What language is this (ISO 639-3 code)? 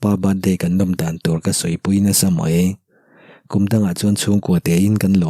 lus